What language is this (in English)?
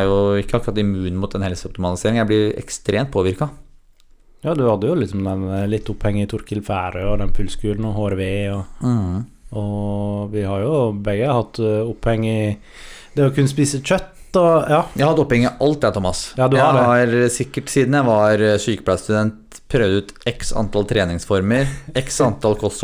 Norwegian